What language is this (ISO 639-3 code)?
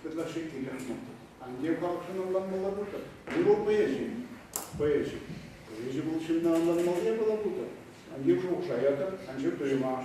chv